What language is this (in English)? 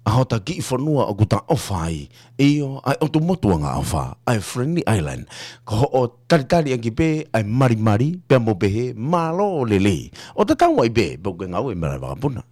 Tongan